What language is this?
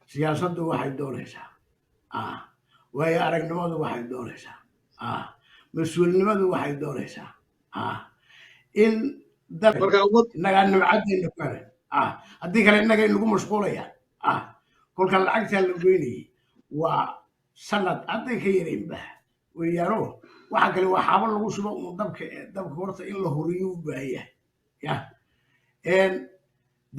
Somali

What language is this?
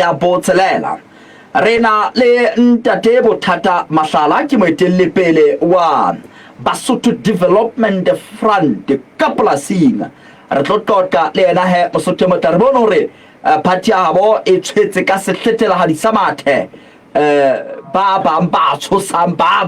Southern Sotho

